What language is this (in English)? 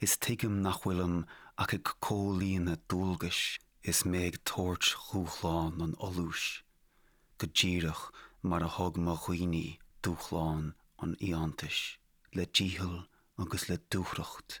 Irish